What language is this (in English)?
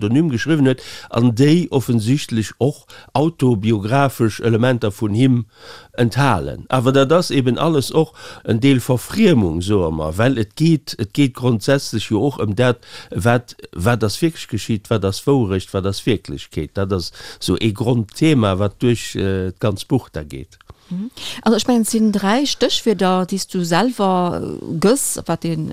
Luxembourgish